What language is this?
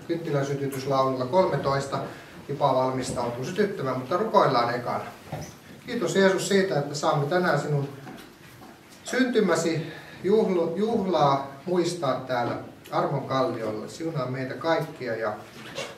Finnish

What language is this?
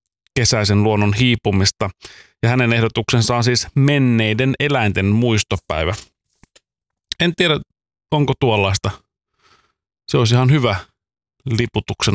Finnish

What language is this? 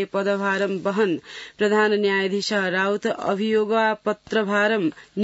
Sanskrit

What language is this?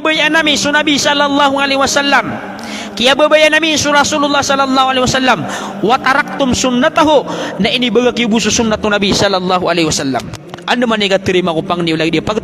Maranao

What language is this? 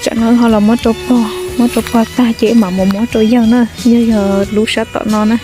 Hmong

